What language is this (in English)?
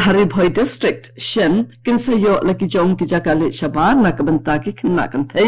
Khasi